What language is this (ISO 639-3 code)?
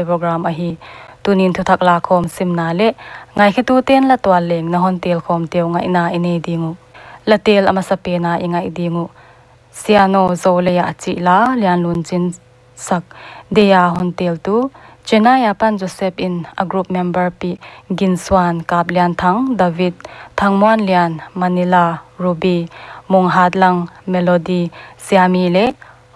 pck